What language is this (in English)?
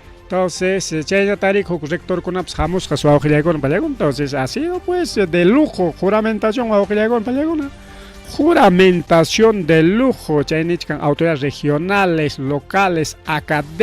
Ayacucho Quechua